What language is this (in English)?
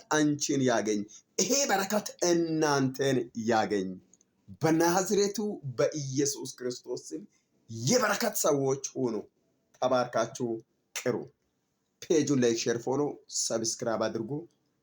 Amharic